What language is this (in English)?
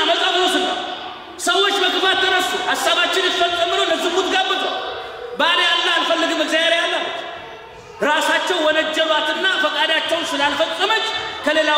Amharic